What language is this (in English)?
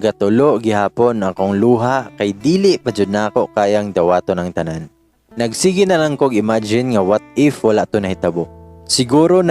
Cebuano